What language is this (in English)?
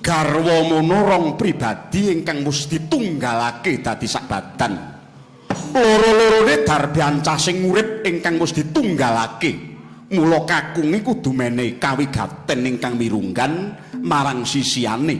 Javanese